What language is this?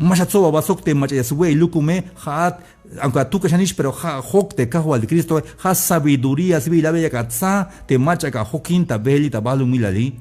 Tzeltal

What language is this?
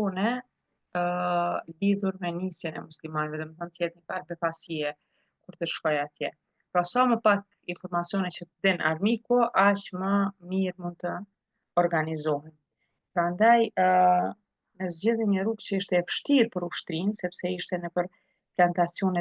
Albanian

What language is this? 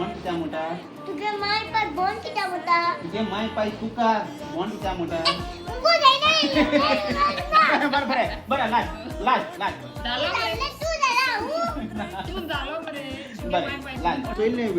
Konkani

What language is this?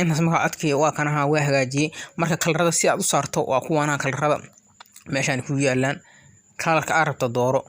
Somali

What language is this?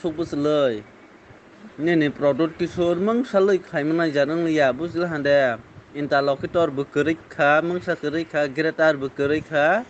Kok Borok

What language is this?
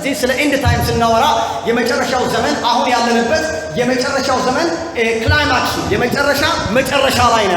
Amharic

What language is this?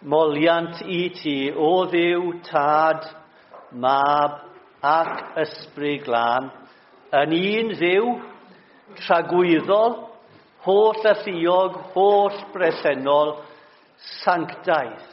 Welsh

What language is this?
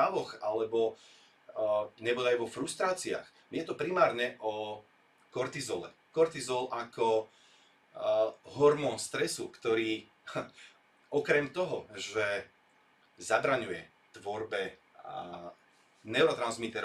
Slovak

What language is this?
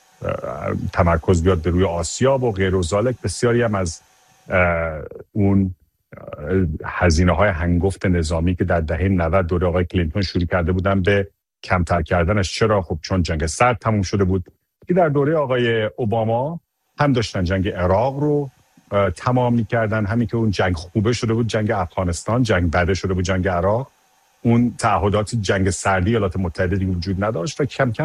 Persian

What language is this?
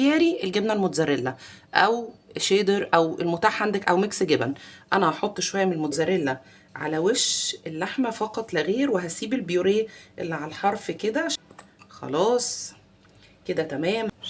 Egyptian Arabic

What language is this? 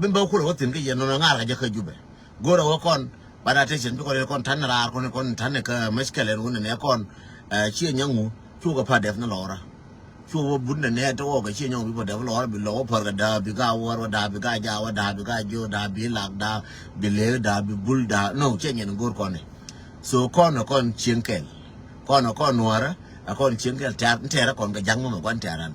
Nuer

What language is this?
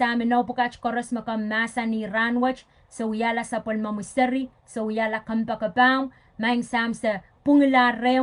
Pohnpeian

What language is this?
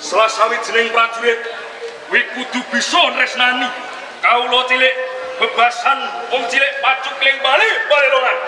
Javanese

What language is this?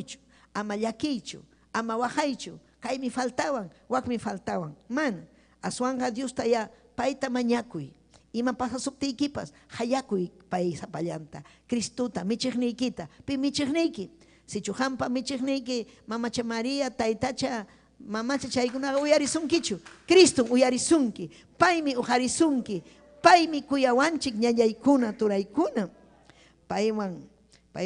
Ayacucho Quechua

